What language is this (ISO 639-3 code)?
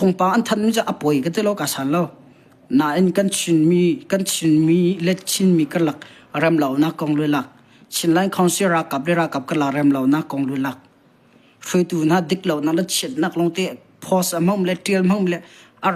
cnh